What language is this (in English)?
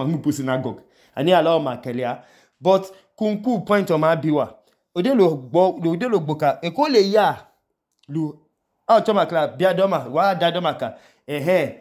Idoma